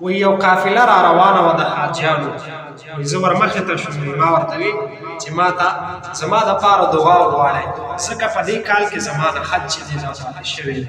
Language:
Pashto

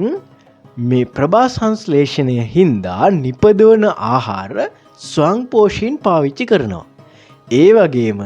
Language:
Sinhala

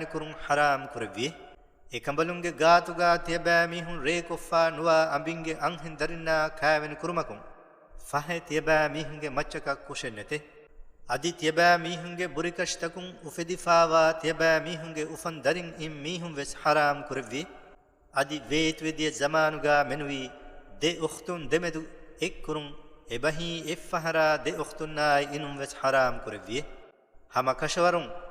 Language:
Divehi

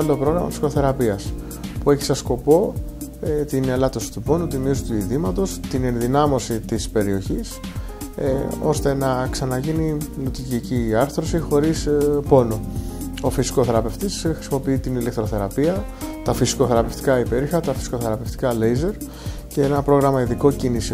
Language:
Greek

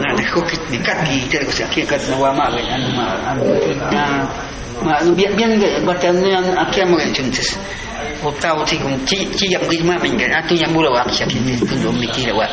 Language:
Awa-Cuaiquer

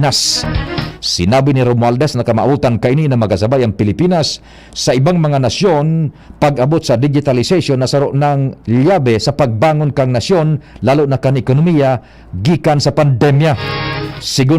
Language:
Bikol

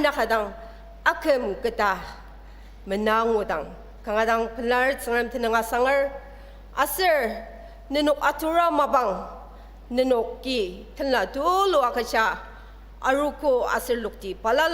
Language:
Ao Naga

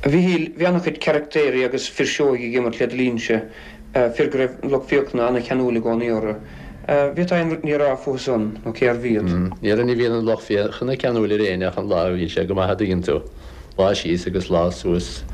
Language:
Irish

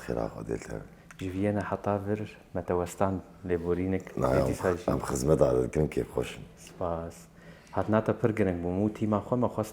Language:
Kurdish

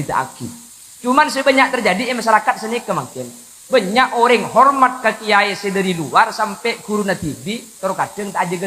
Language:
Madurese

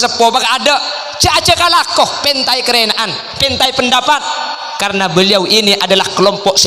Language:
Madurese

